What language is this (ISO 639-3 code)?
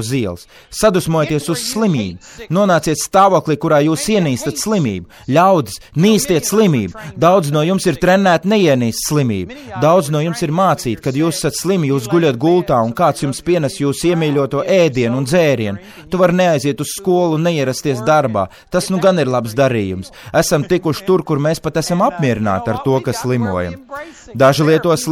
lav